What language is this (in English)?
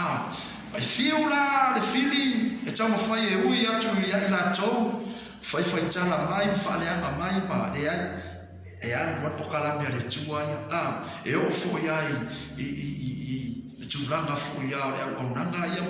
Samoan